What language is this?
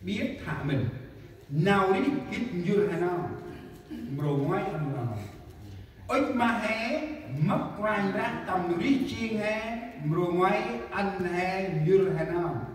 Central Mnong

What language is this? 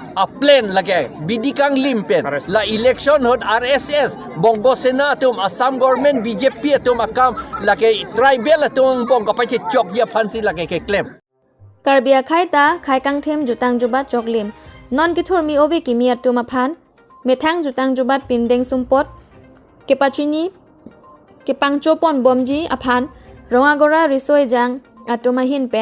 Karbi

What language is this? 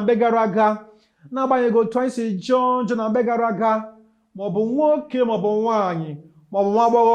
Igbo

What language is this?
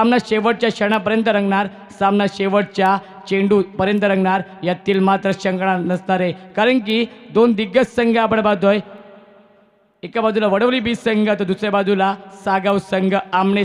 Marathi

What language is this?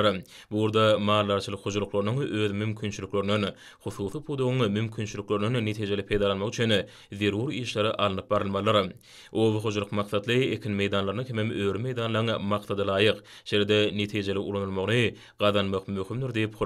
Turkmen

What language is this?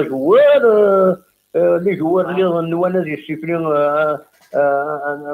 Kabyle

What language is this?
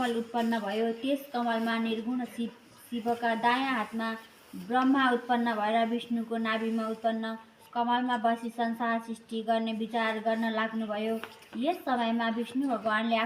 Nepali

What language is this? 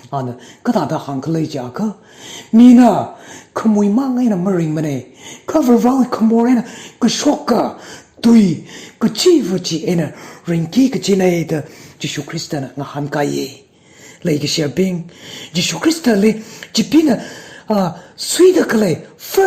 Tangkhul Naga (India)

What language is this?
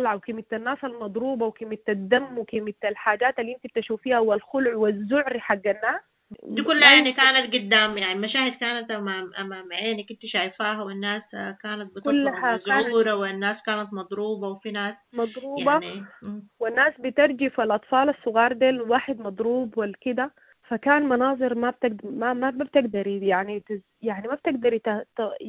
Sudanese Arabic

